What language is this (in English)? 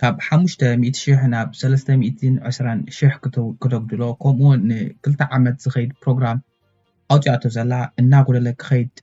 Tigrinya